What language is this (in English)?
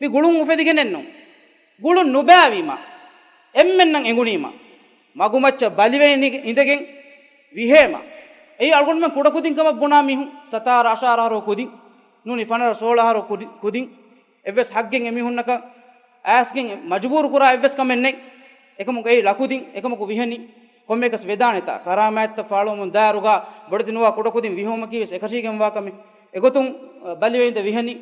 Divehi